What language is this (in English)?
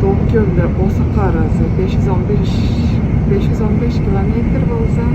Tuvinian